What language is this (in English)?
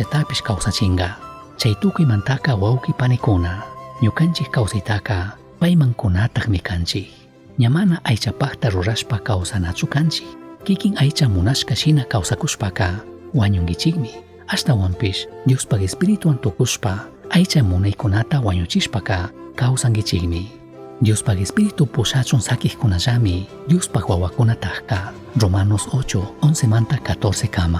Chimborazo Highland Quichua